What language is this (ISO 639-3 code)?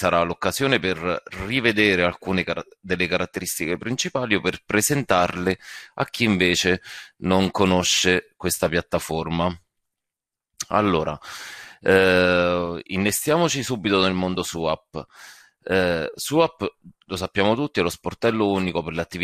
ita